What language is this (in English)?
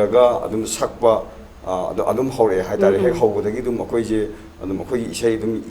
Manipuri